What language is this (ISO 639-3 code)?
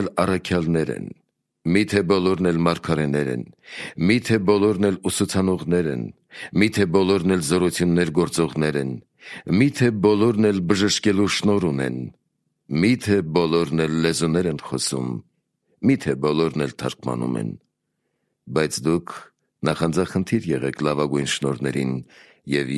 hye